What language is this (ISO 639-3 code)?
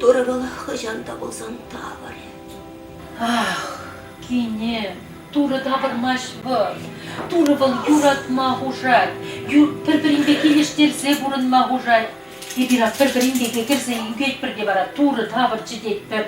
chv